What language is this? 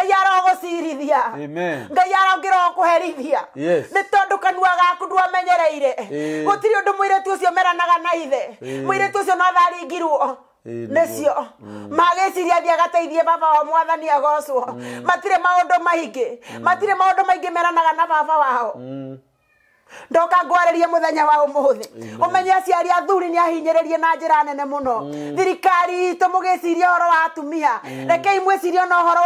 Kikuyu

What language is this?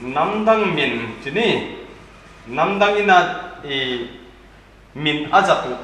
Paite Chin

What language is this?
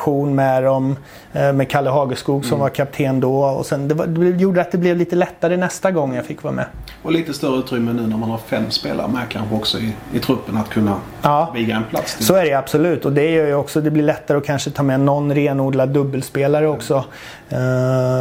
Swedish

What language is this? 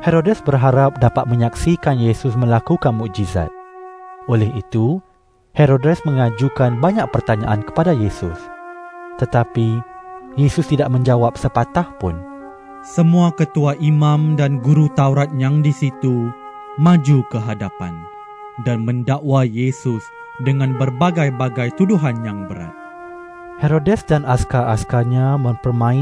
Malay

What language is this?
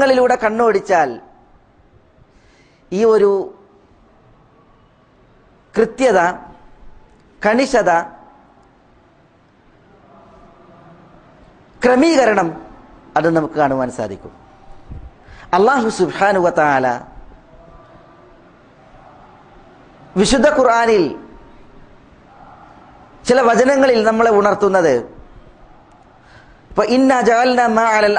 Malayalam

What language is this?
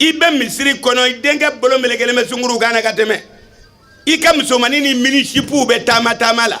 Bambara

